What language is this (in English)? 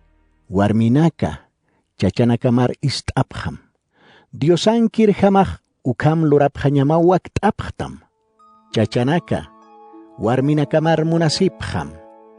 Aymara